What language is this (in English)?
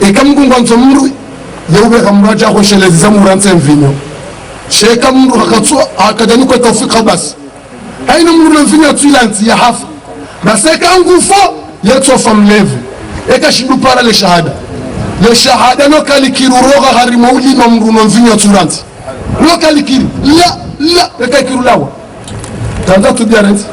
Ngazidja Comorian